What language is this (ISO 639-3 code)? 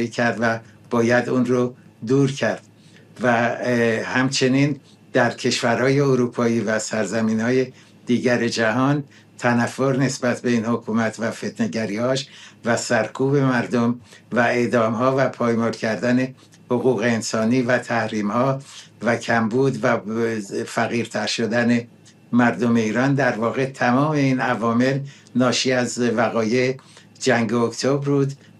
fas